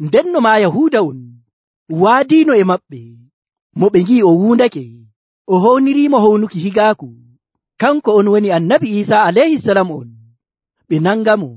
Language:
Nigerian Fulfulde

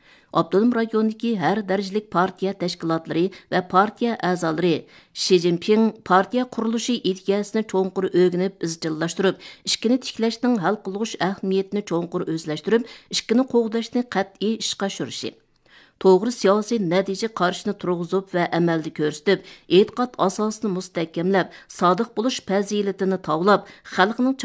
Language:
Uyghur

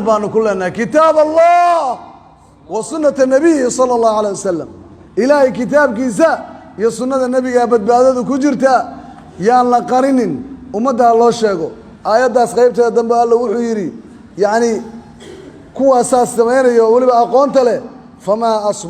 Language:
Somali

